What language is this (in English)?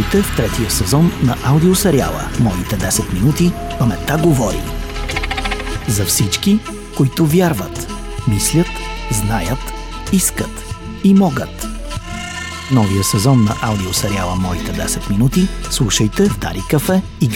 Bulgarian